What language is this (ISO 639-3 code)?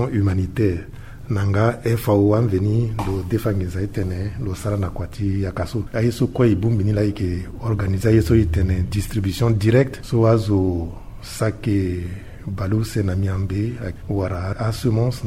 sag